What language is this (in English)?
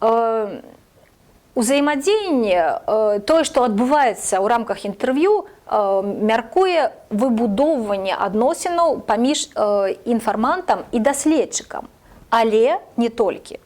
Belarusian